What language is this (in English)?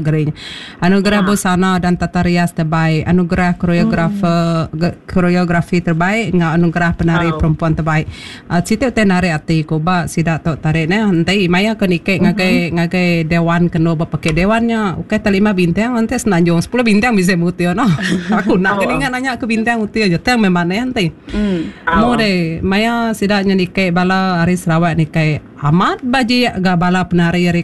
Iban